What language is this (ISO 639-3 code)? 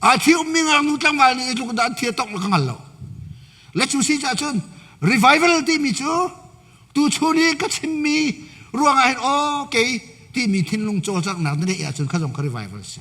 cnh